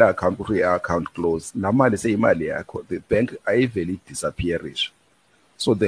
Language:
Xhosa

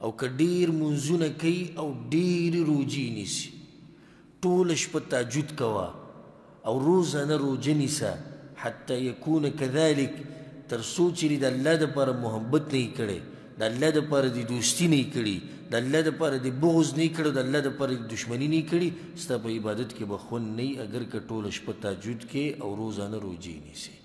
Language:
Pashto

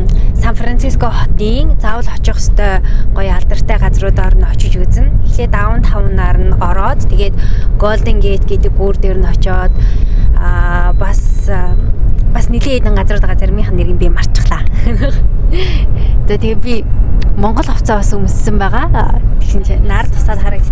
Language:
Mongolian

